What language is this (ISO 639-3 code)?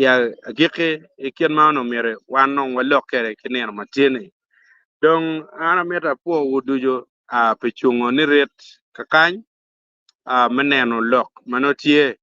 ach